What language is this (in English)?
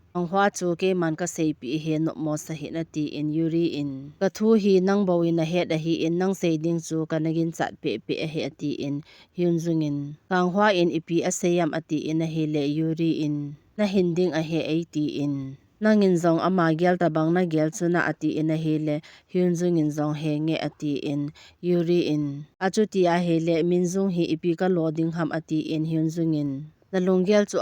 Thado Chin